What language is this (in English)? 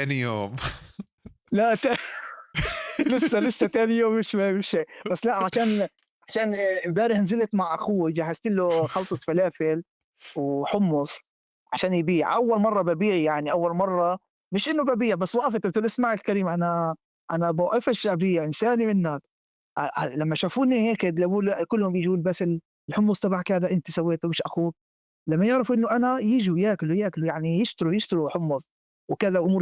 North Levantine Arabic